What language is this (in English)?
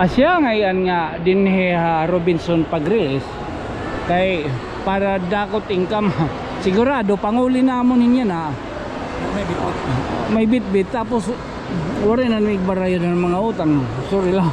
Waray